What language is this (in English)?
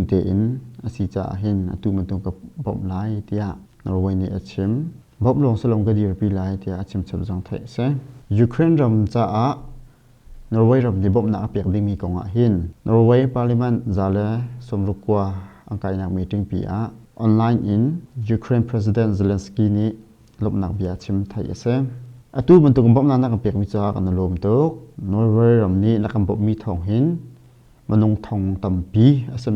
Hakha Chin